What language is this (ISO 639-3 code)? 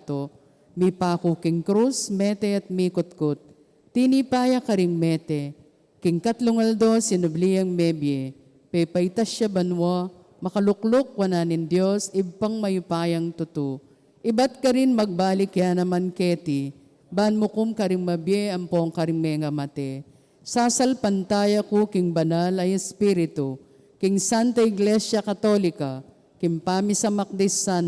pam